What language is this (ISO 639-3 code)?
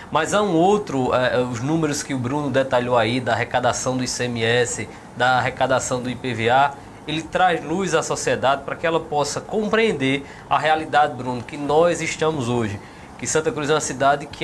por